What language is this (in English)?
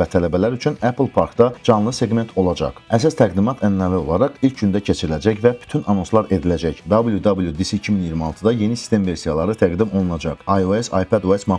Azerbaijani